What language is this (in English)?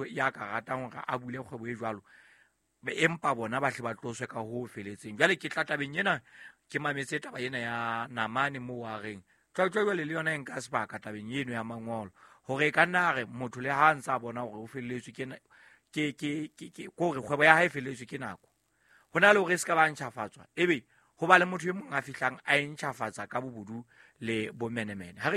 Southern Sotho